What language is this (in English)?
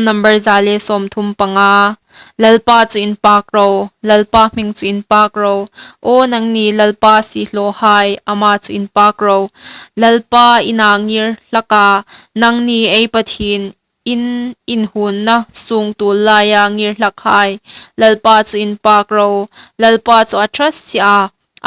Hmar